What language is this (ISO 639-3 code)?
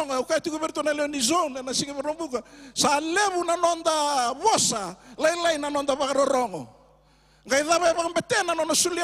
fij